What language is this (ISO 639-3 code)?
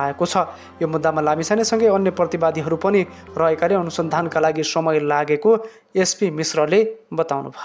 nep